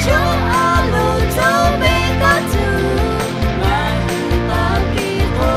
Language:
Lahu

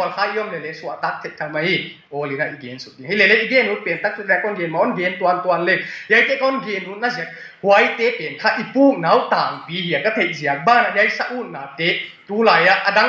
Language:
Tedim Chin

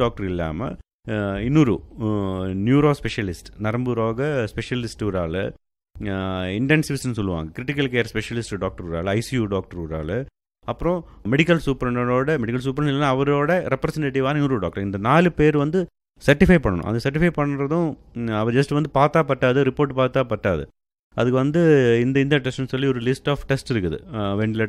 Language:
Tamil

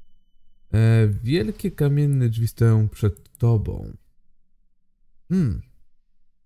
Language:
Polish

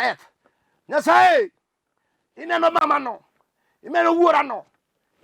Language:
Luo (Kenya and Tanzania)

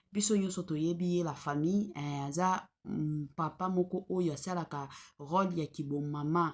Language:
Lingala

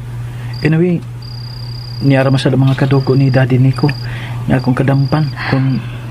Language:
Cebuano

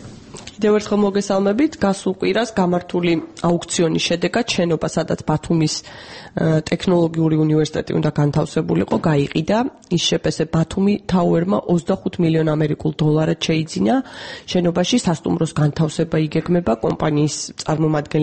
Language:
Georgian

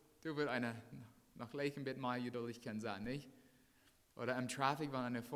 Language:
Plautdietsch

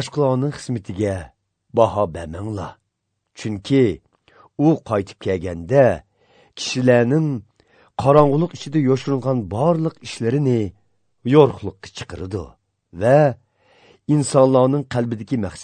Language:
Uyghur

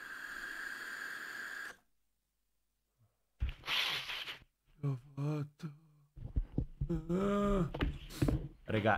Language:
Italian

